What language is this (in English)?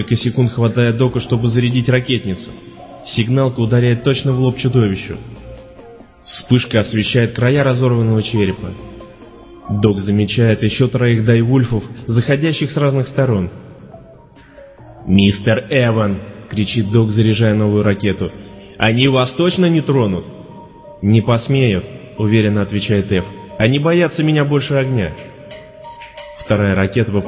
Russian